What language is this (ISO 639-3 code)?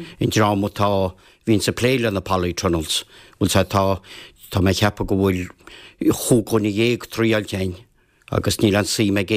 gle